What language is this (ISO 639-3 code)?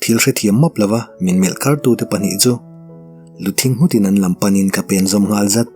lus